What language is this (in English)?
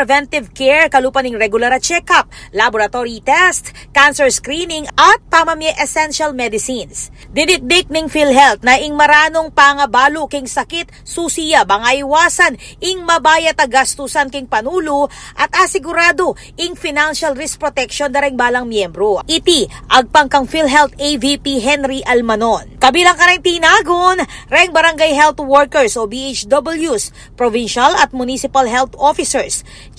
Pampanga